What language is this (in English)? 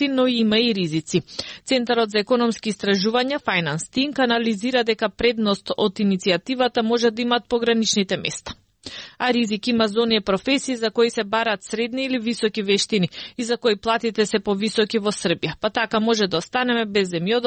Macedonian